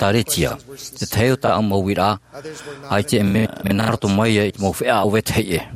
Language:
Tahitian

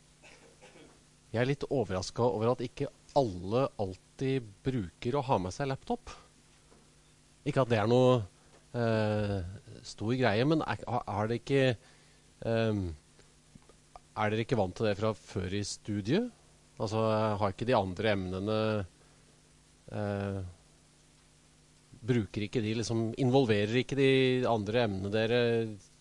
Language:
Norwegian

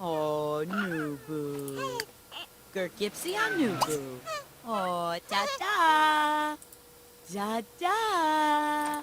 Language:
Bavarian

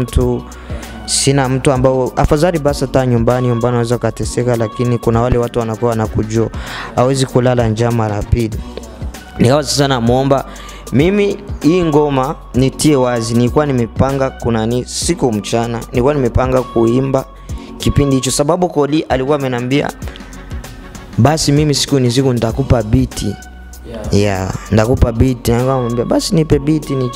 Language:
Swahili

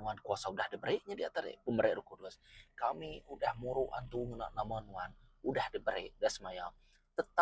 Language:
Iban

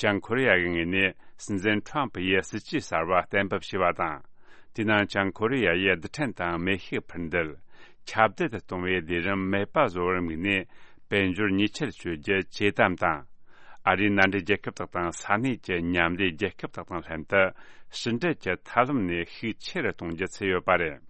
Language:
Tibetan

